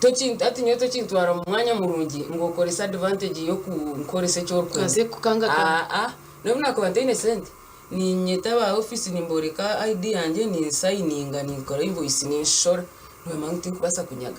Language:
Nyankole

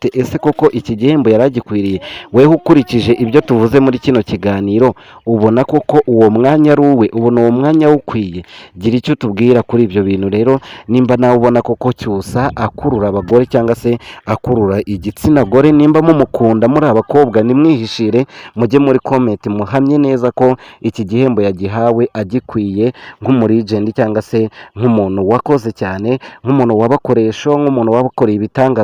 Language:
Kinyarwanda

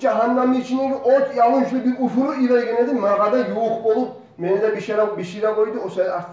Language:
Kumyk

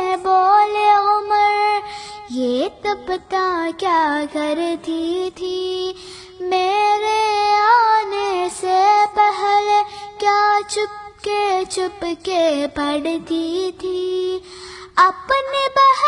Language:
Urdu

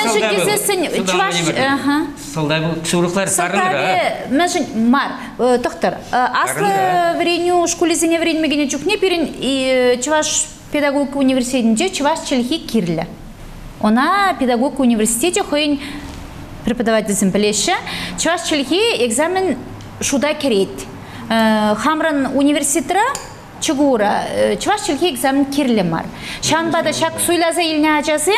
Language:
Chuvash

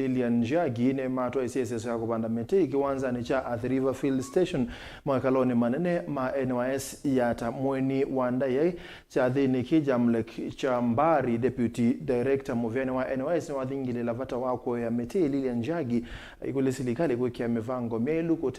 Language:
Kamba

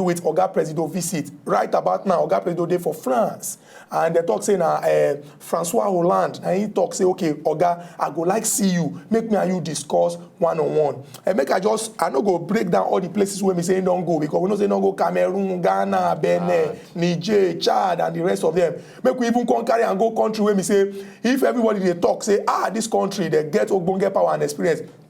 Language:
Nigerian Pidgin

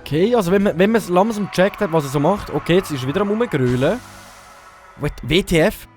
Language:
Swiss German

